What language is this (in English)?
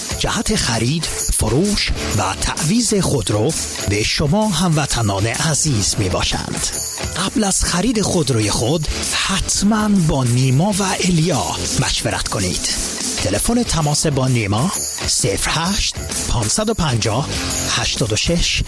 Persian